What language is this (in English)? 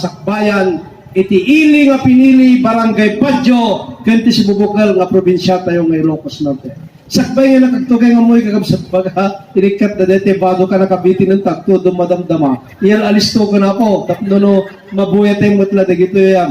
Iloko